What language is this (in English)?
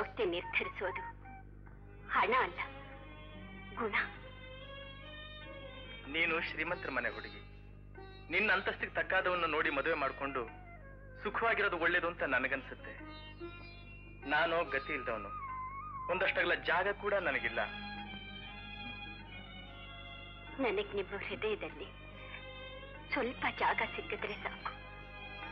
Kannada